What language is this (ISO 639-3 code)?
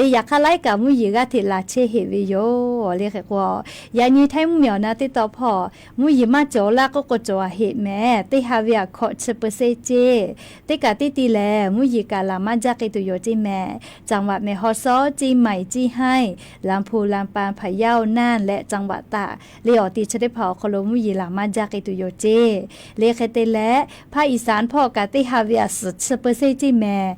lhu